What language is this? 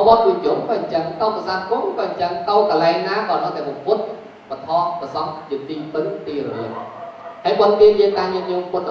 Khmer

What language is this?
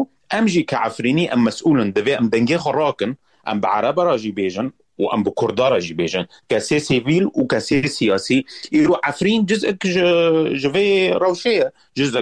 Kurdish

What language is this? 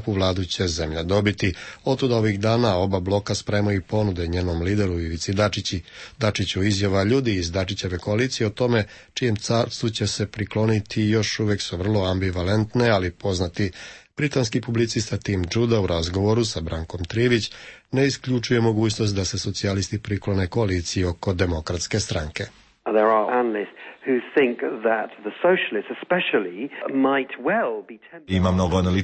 Serbian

